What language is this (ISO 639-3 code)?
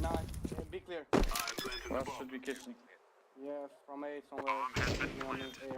sah